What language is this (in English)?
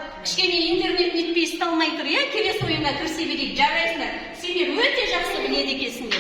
Kazakh